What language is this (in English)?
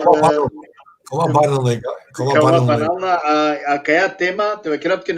Balkan Romani